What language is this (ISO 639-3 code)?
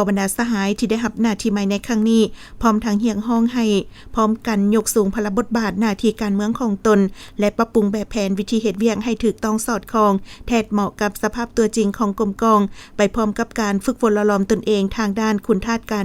lao